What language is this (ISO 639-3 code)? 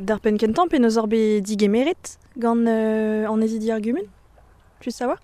bre